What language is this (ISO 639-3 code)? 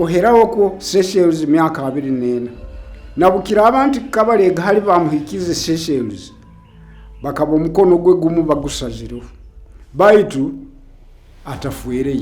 nyo